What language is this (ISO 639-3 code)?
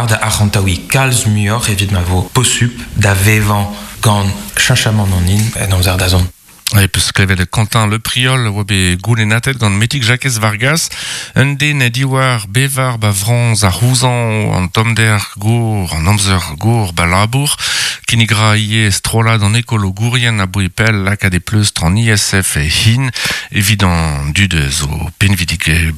bre